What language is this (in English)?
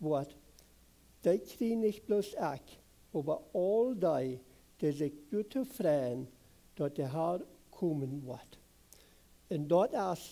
Plautdietsch